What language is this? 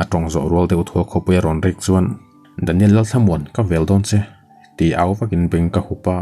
Mizo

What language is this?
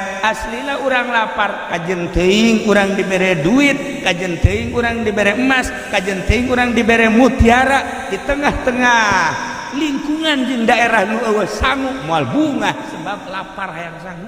Sundanese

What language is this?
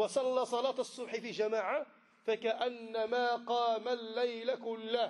Arabic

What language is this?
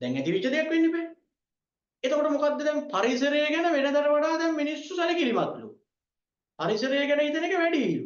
Sinhala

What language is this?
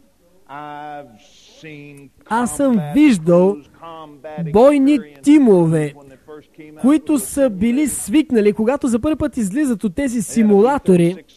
Bulgarian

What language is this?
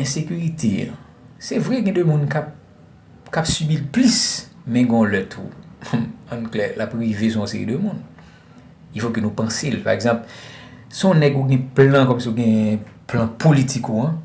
Haitian Creole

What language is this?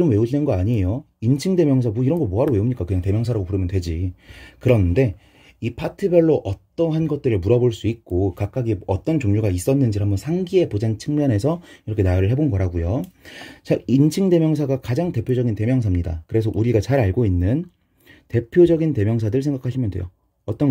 Korean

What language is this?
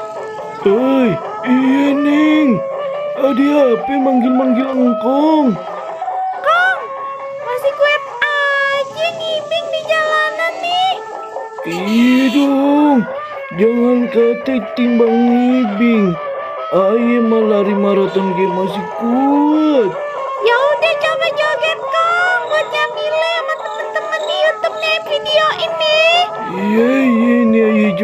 Betawi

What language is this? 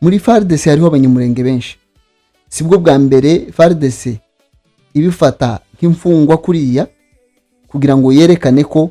Kinyarwanda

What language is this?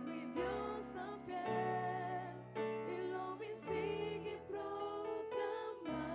Papiamento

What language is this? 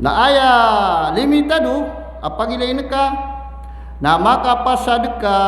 Maranao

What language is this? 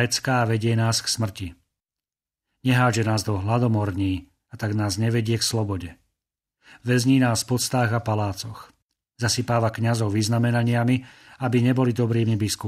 Slovak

